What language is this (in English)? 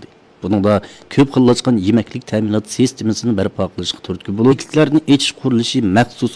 Uyghur